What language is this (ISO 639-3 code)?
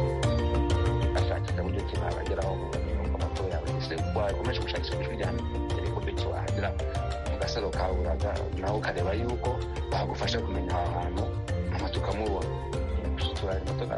kin